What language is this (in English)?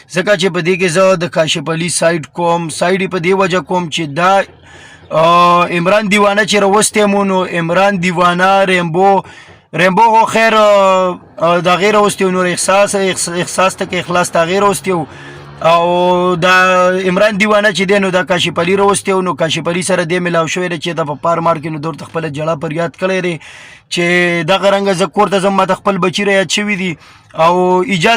Pashto